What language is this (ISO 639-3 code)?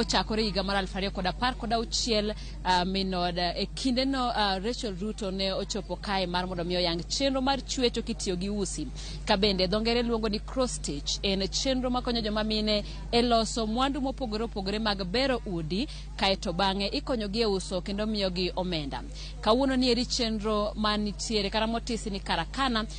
luo